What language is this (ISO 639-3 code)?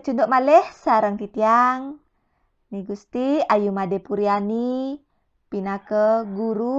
ban